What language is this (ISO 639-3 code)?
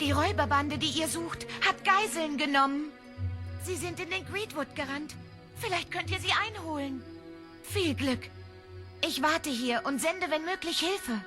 gsw